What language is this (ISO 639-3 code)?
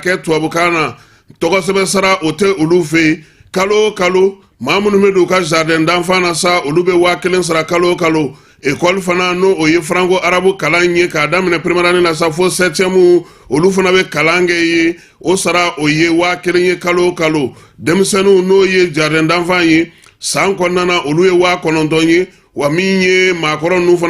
bam